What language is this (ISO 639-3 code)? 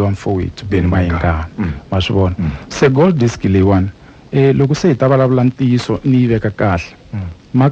tso